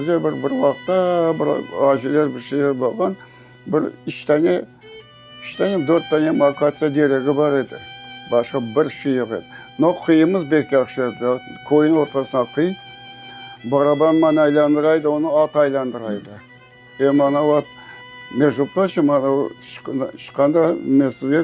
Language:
Crimean Tatar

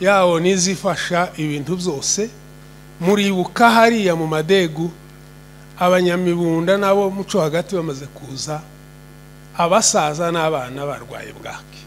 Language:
Kinyarwanda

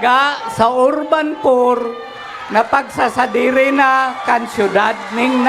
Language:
Bikol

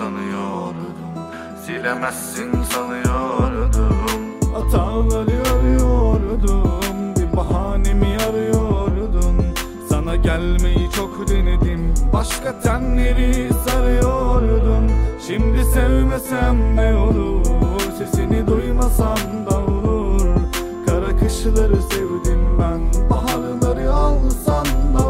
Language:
Turkish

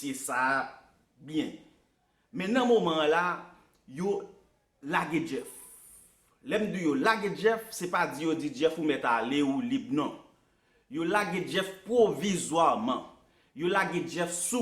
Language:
Haitian Creole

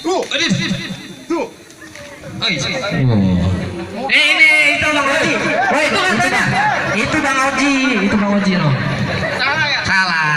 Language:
Betawi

